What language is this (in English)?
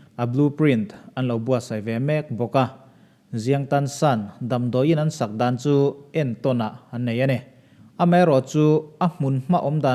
Mizo